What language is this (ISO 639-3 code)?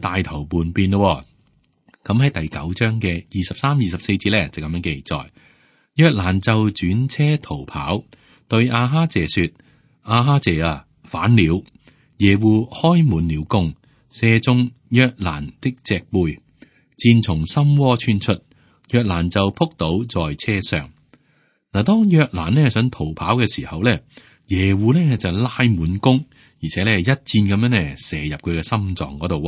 yue